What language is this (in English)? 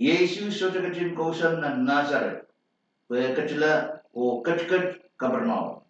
Pohnpeian